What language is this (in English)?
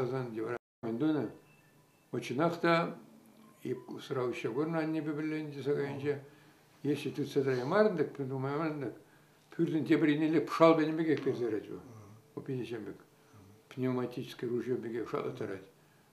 Chuvash